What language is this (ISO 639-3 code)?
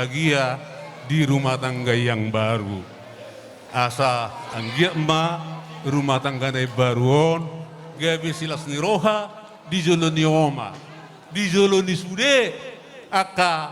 bbc